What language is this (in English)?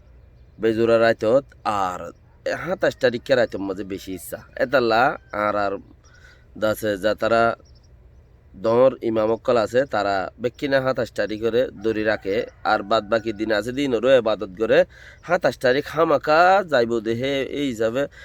Rohingya